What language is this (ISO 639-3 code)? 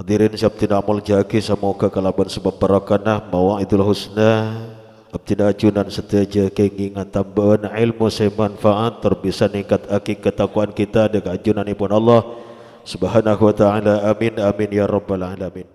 mad